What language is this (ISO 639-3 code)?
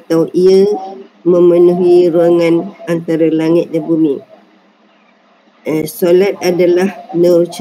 msa